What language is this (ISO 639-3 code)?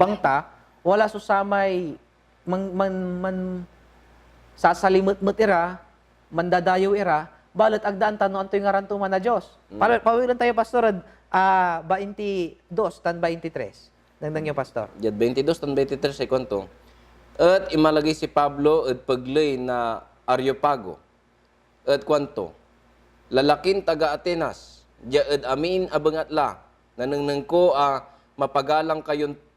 pag